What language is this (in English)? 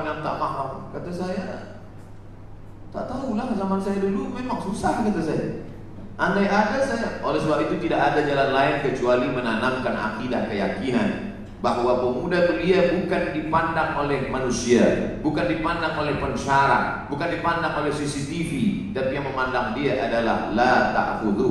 Malay